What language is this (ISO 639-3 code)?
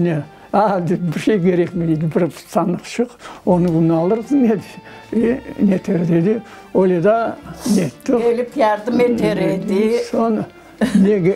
crh